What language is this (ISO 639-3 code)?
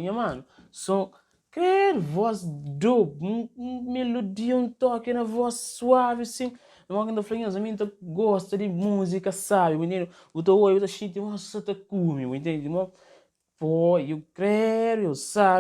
kea